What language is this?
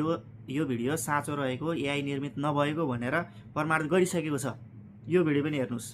Nepali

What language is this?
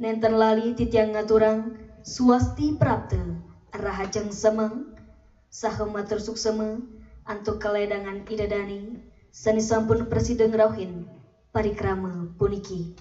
Balinese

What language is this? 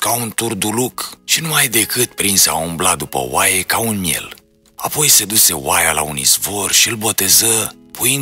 Romanian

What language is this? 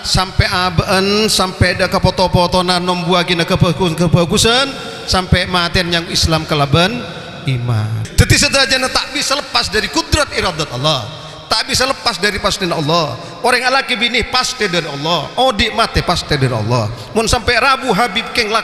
Madurese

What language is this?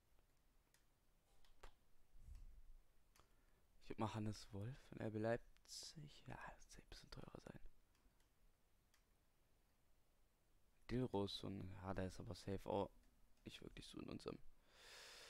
German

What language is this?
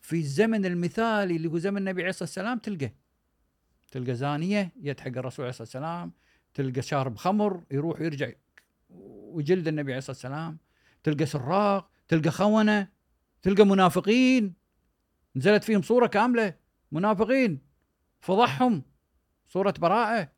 Gulf Arabic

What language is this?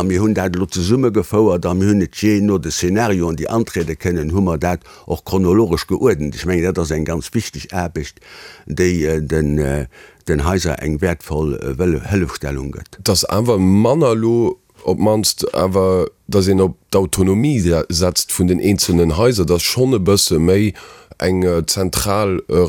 Luxembourgish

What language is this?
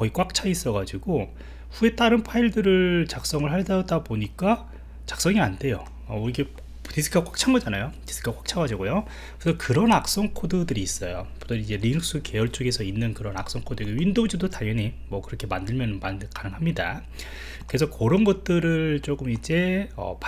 Korean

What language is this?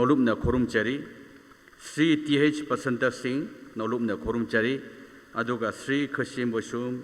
Tangkhul Naga (India)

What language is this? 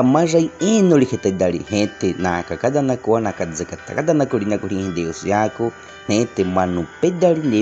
Baniwa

